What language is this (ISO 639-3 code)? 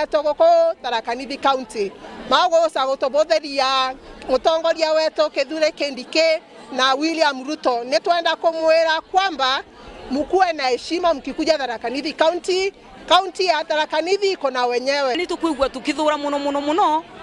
mer